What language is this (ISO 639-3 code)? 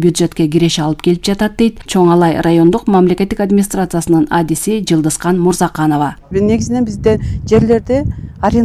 kir